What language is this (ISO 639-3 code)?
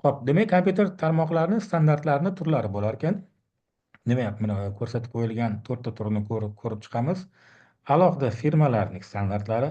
uzb